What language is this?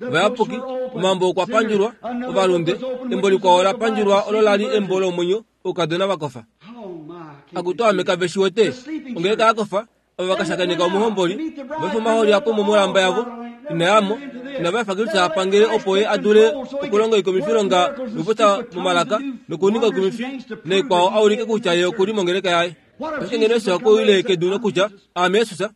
Kuanyama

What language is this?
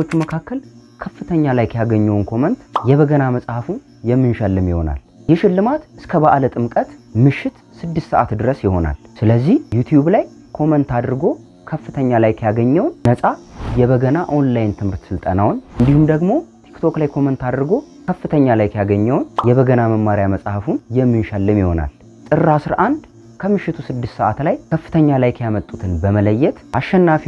Amharic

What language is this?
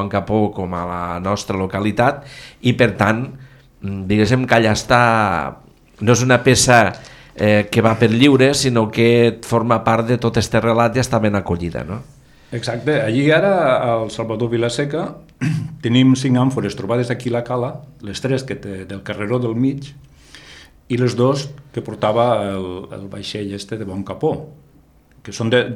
Catalan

